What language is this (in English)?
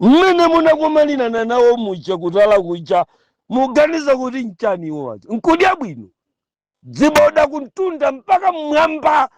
Nyanja